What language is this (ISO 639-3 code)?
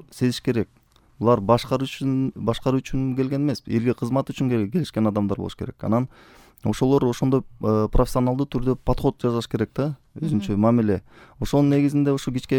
kir